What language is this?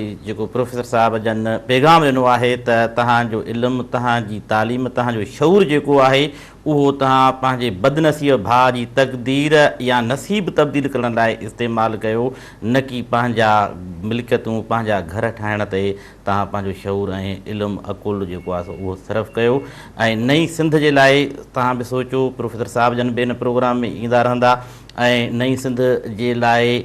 Sindhi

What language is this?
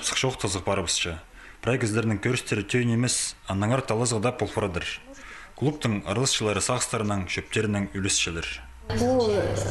Khakas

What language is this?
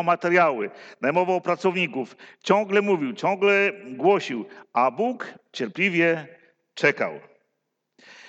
Polish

